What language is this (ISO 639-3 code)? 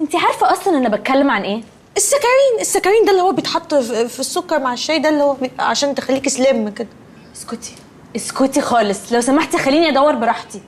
arz